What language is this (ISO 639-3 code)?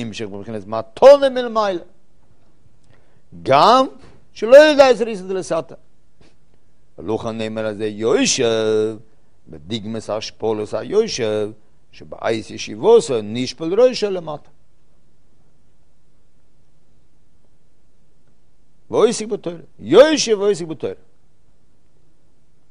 heb